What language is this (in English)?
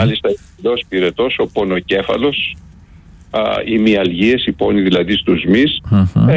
Greek